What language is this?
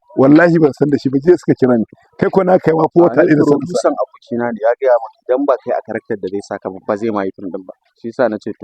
Hausa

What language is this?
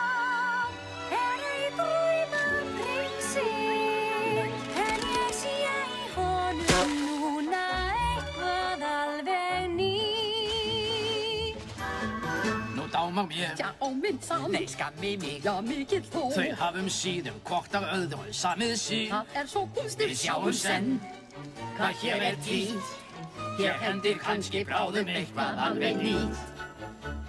Icelandic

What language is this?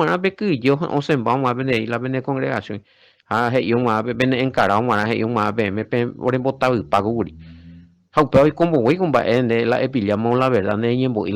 Guarani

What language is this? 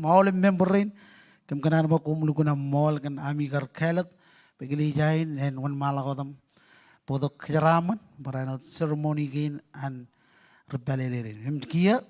Marshallese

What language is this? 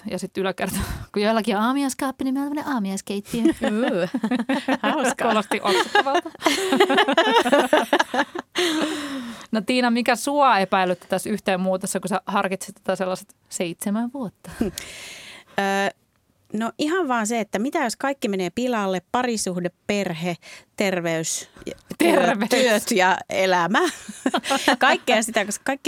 Finnish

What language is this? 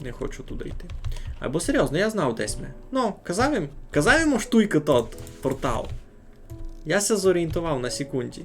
Rusyn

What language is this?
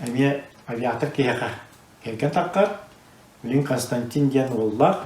Yakut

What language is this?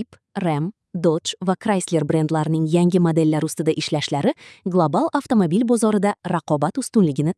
Uzbek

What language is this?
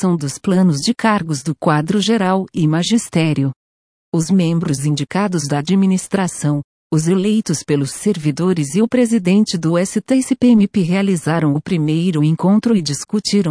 Portuguese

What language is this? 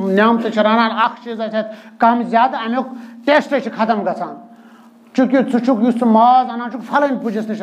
Kashmiri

